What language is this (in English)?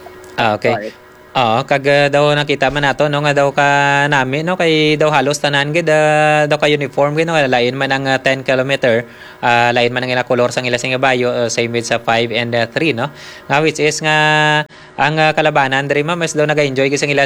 Hiligaynon